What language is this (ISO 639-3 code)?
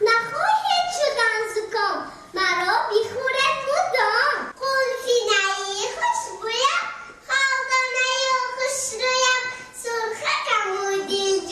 tgk